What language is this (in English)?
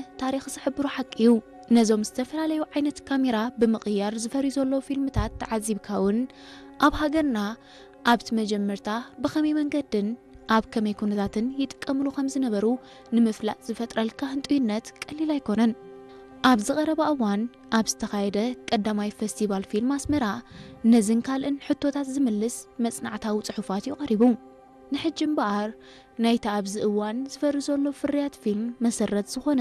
Tigrinya